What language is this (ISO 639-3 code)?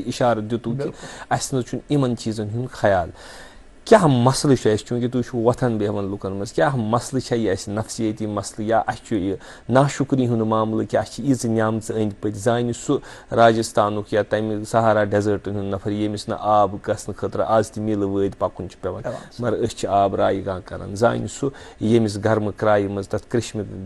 kas